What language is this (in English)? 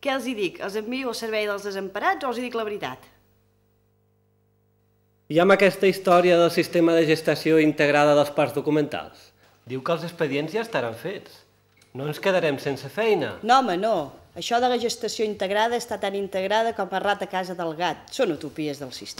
Catalan